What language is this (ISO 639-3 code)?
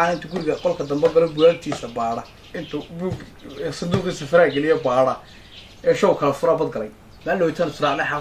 som